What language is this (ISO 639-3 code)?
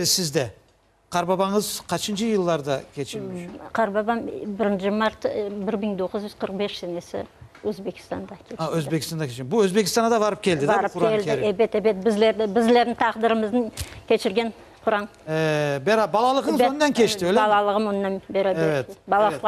crh